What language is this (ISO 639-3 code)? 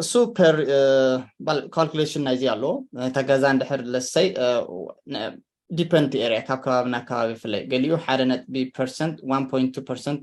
tir